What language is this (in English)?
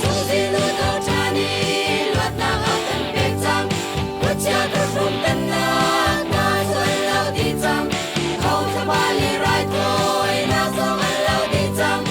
Hakha Chin